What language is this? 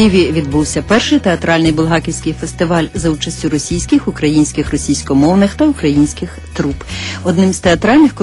Ukrainian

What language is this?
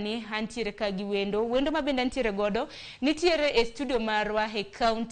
Luo (Kenya and Tanzania)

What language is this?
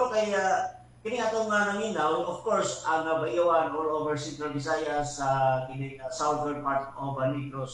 Cebuano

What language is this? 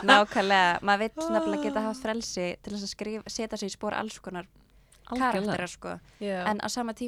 Icelandic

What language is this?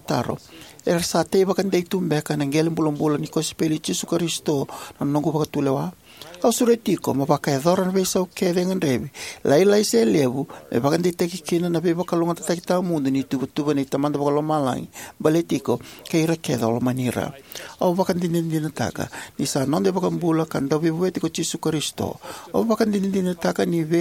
Fijian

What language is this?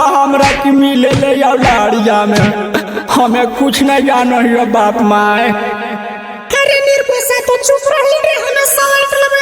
Magahi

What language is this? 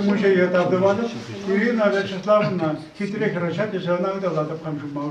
Chuvash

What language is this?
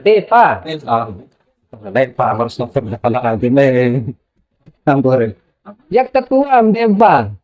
Sasak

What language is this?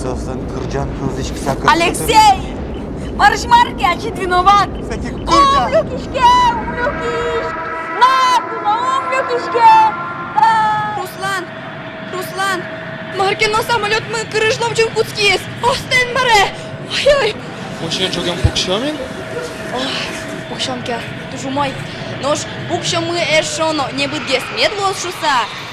Udmurt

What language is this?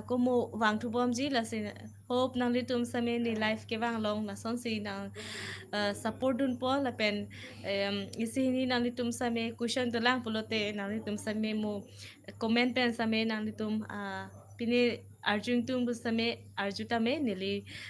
Karbi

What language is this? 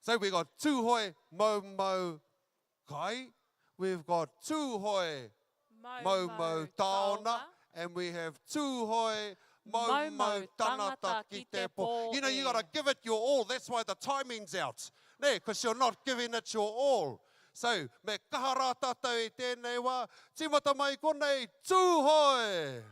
Māori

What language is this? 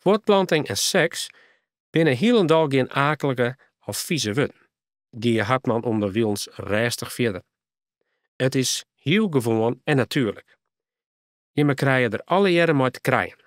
Western Frisian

